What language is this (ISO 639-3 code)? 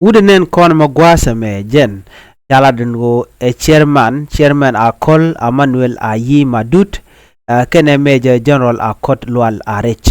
nus